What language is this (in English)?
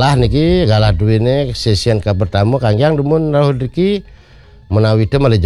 Balinese